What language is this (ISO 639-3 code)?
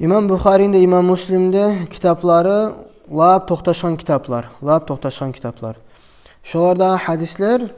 kum